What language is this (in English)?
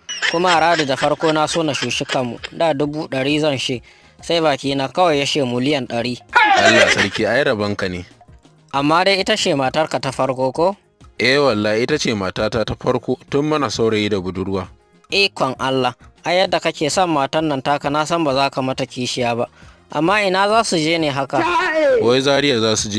Hausa